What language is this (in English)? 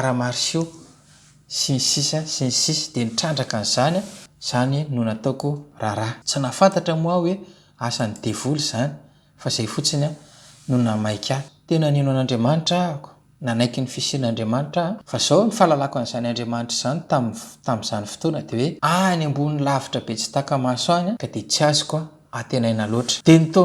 Malagasy